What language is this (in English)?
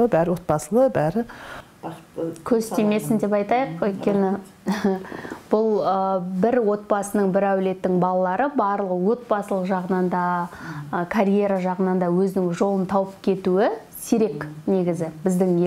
Kazakh